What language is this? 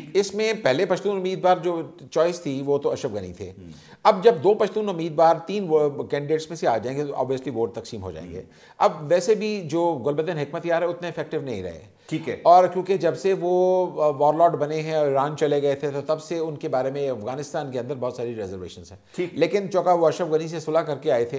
Urdu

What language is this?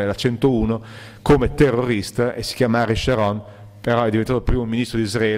Italian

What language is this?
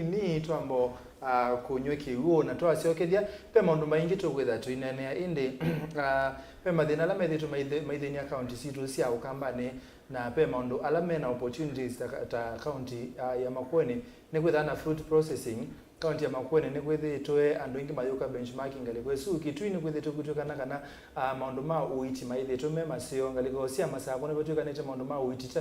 Kamba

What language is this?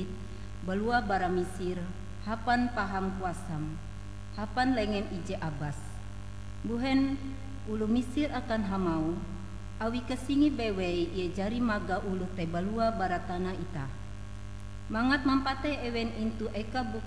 Ngaju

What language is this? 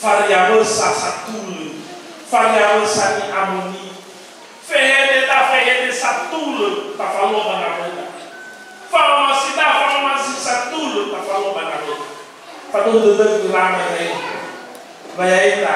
Nias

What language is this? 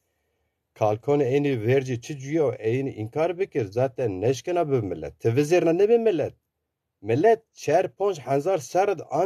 Zaza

